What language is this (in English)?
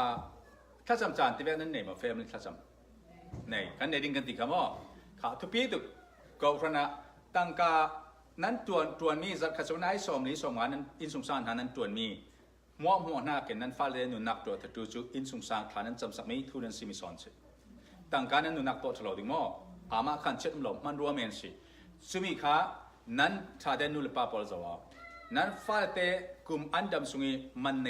Falam Chin